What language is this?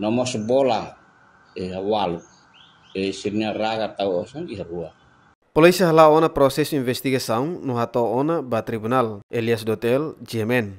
Tetum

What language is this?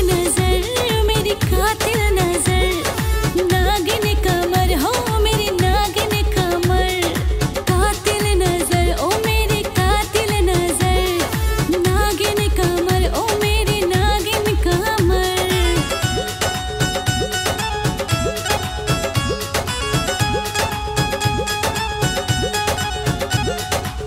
Bhojpuri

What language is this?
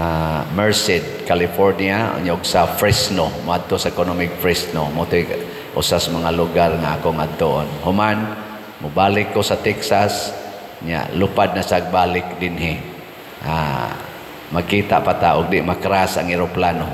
Cebuano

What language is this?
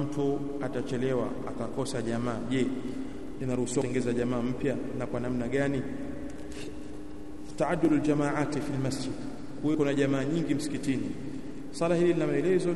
Swahili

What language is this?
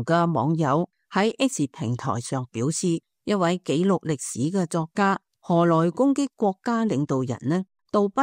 Cantonese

